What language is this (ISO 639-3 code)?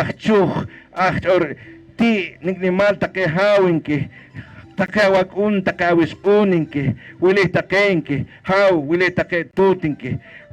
poh